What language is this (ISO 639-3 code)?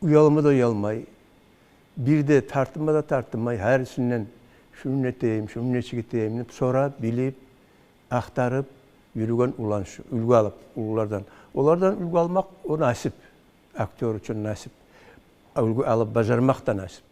kum